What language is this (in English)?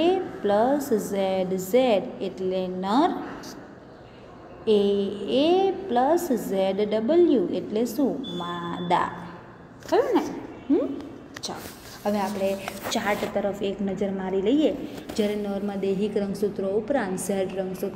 Gujarati